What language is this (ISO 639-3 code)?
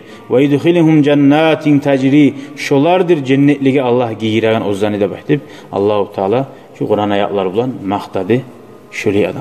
kum